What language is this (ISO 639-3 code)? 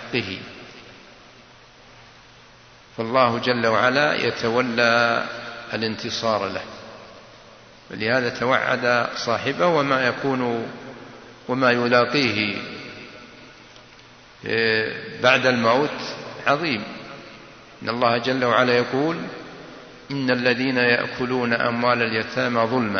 ara